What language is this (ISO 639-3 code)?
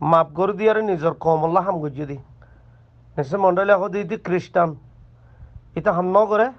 rhg